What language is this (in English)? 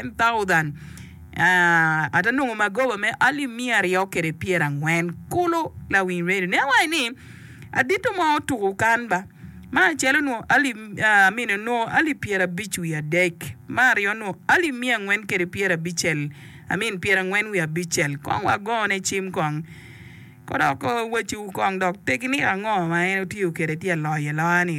Acoli